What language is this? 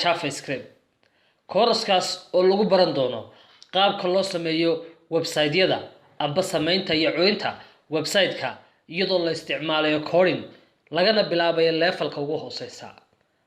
Somali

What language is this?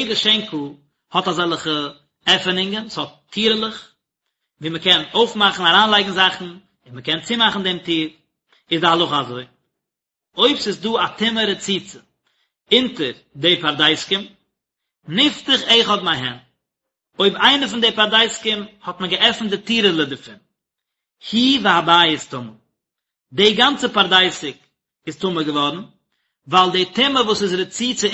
Yiddish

